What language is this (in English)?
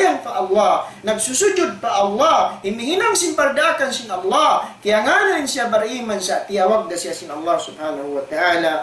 Tausug